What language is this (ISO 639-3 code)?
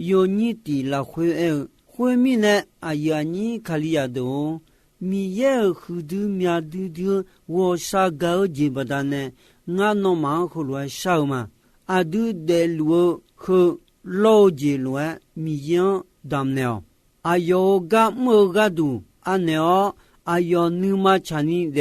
ahk